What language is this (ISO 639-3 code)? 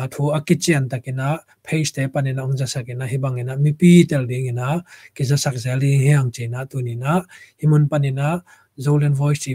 ctd